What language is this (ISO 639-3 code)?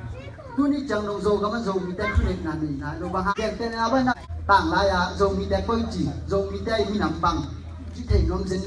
ctd